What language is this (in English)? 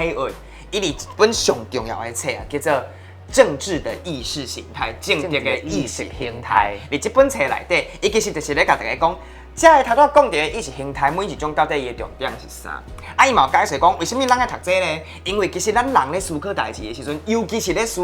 Min Nan Chinese